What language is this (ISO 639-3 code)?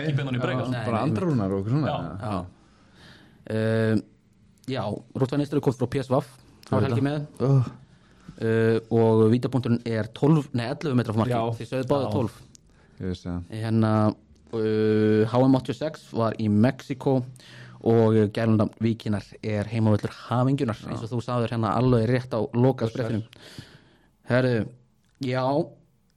isl